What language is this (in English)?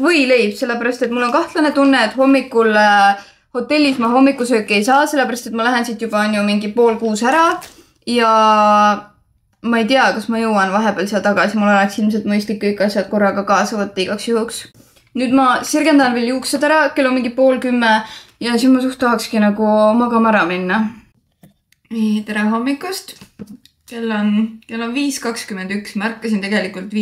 Estonian